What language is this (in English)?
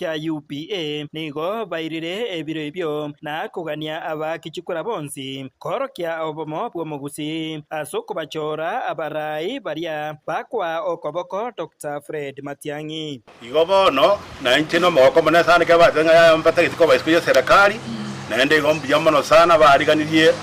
Gusii